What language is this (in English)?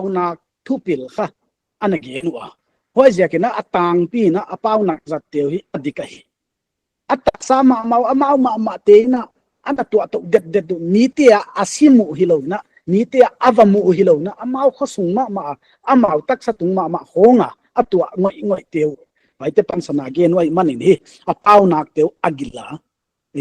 Paite Chin